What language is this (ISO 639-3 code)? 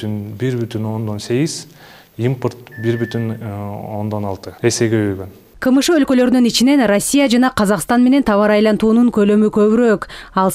kir